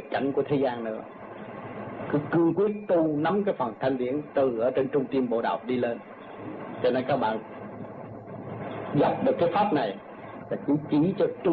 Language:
Vietnamese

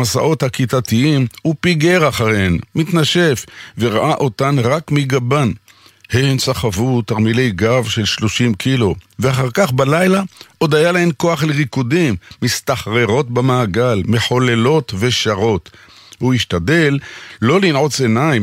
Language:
Hebrew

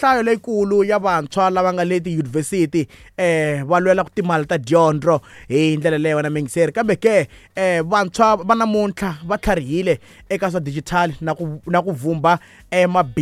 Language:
Tsonga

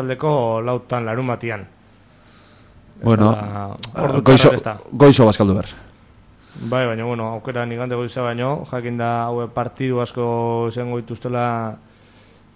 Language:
Basque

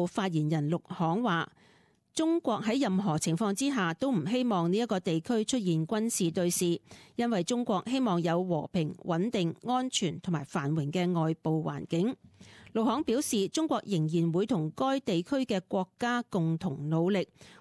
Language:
Cantonese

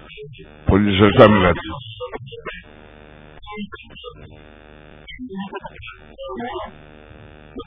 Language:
Greek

